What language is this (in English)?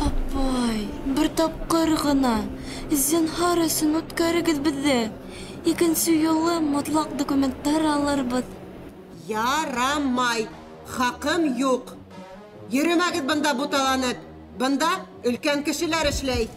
Bashkir